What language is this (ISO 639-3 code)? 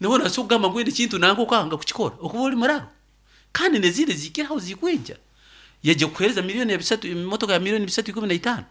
nyo